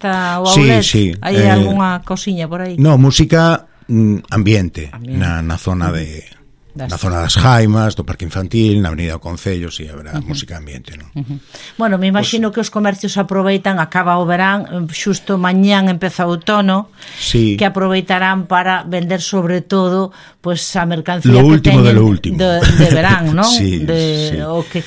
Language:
Galician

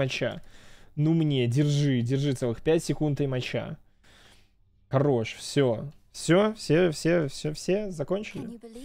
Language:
Russian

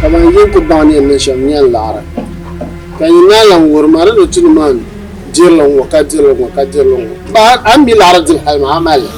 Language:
Dagbani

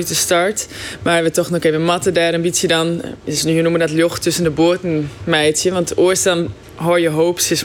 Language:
Western Frisian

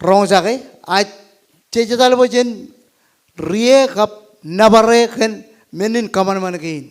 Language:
Marshallese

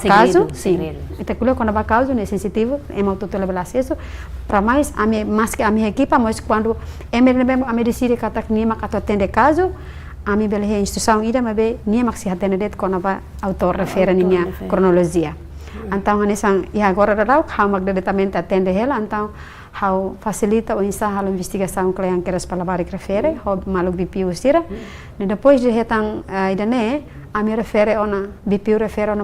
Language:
Tetum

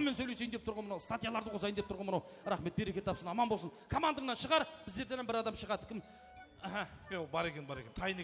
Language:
Kara-Kalpak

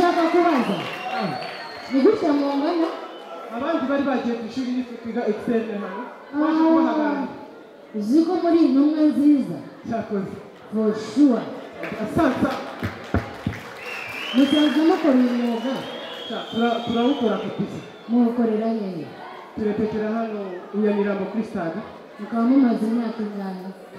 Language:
Kinyarwanda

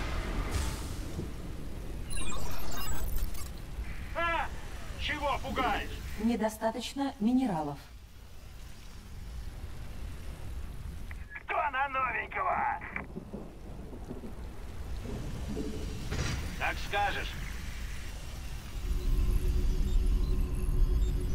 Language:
Russian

